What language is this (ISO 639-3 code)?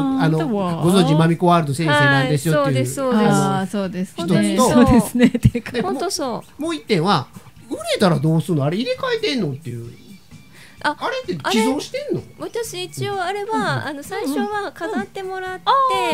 jpn